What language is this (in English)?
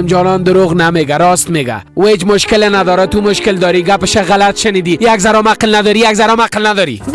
Persian